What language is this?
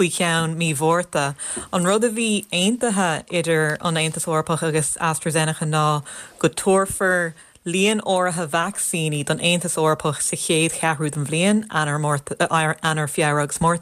Irish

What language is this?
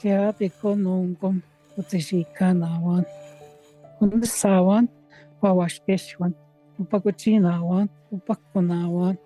Northwestern Ojibwa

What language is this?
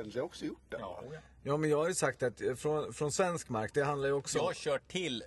Swedish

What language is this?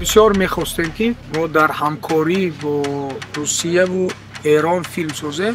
Tajik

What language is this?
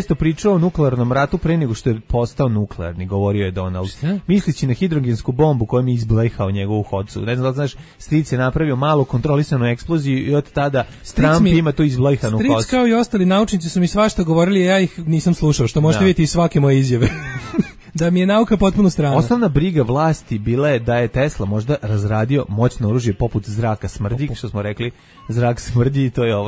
Serbian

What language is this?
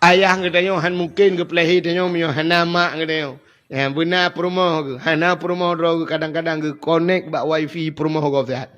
Achinese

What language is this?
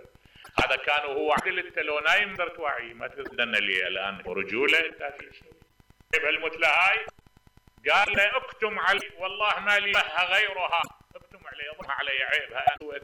Mesopotamian Arabic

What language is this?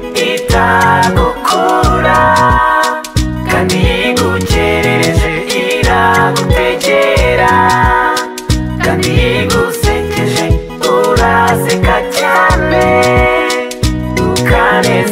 Kinyarwanda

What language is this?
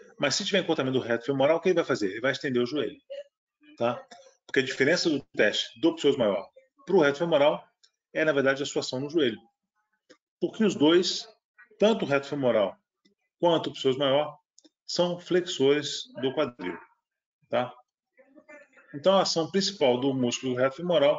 Portuguese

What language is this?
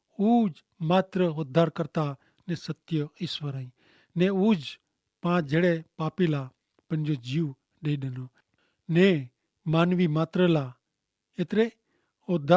Kachhi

